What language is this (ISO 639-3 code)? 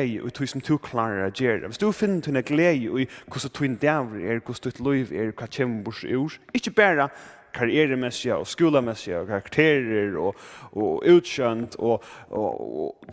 fao